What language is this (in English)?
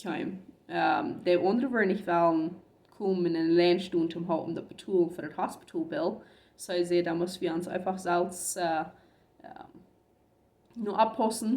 Plautdietsch